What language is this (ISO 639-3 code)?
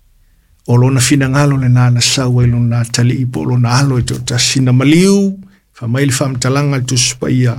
smo